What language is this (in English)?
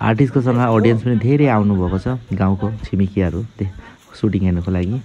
Nepali